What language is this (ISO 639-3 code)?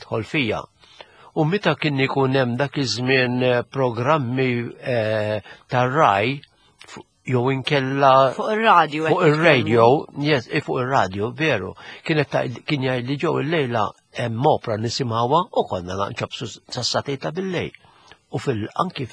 mlt